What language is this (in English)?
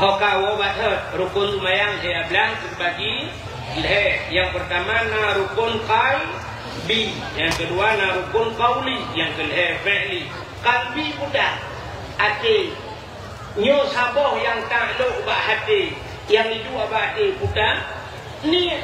Achinese